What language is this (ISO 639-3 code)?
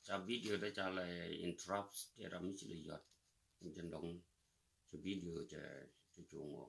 nus